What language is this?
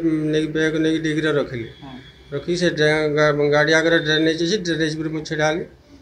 Odia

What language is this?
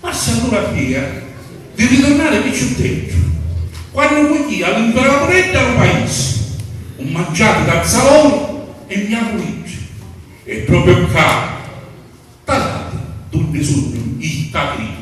Sicilian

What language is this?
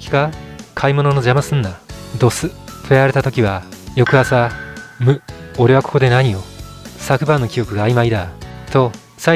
Japanese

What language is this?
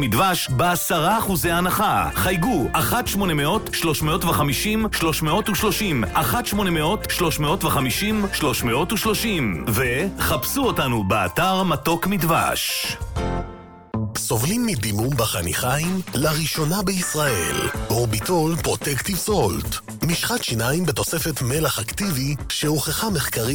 Hebrew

